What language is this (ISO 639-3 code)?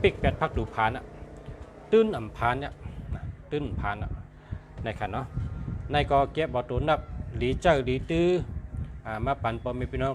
shn